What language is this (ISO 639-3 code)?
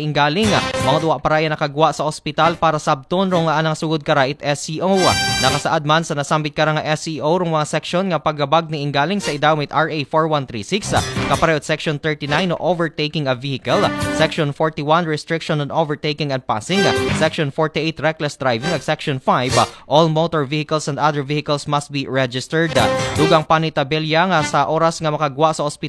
akl